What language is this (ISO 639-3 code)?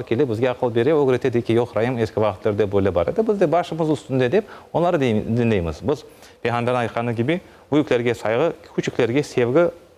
crh